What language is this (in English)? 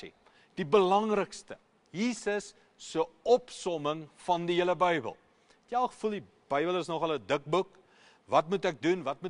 Afrikaans